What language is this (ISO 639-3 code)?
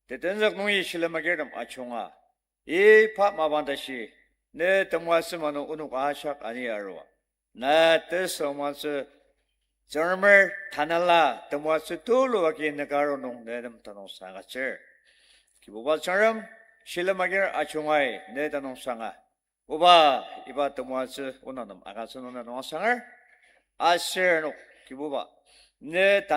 njo